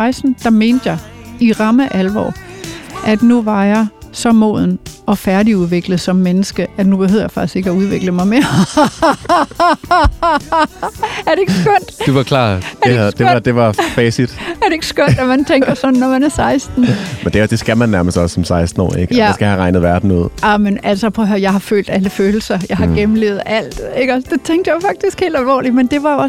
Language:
Danish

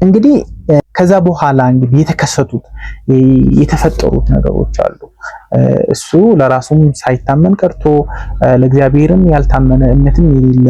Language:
Amharic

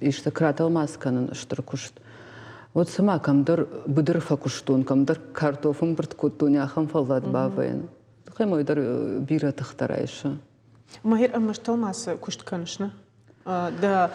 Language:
Ossetic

